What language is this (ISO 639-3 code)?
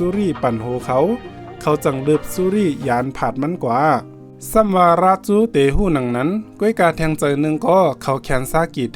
shn